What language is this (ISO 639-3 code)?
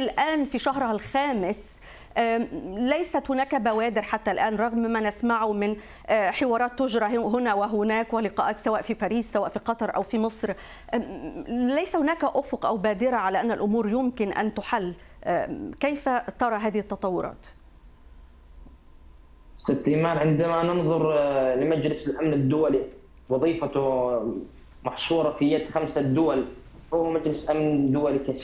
ara